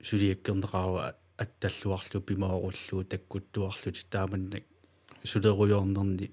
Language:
Kalaallisut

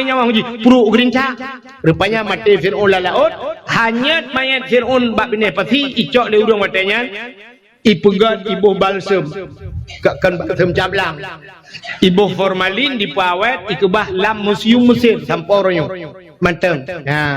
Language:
Achinese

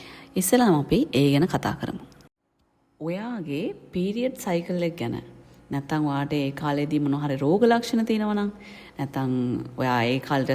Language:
Sinhala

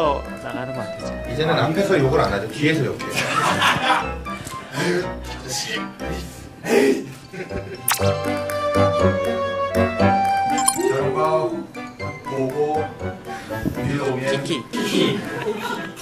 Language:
Korean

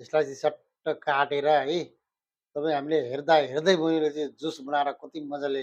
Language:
Nepali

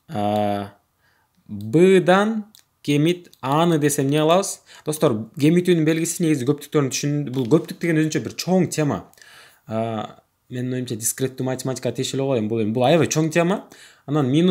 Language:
Kyrgyz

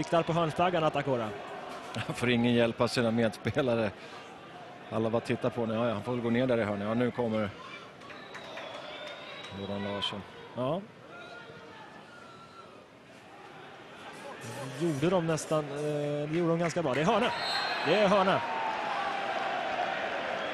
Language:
Swedish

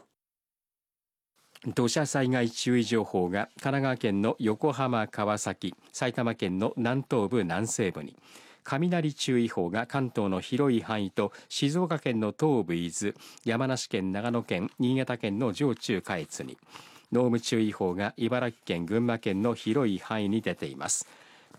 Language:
Japanese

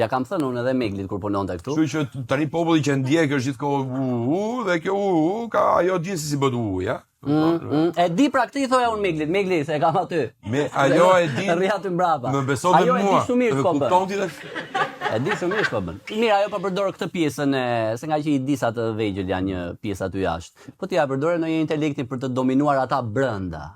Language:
Albanian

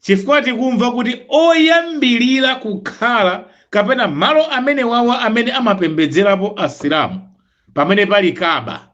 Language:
Nyanja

